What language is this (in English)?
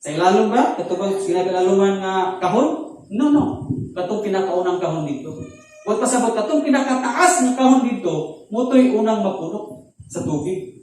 Cebuano